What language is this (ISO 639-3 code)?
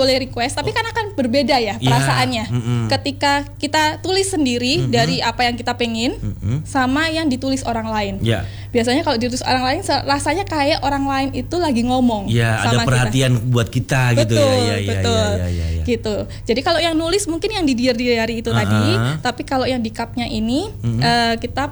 ind